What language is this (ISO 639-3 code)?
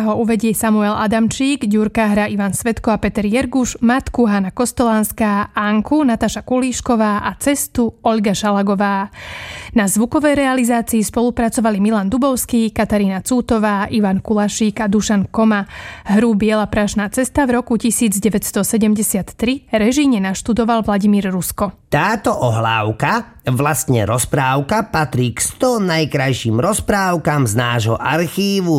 slk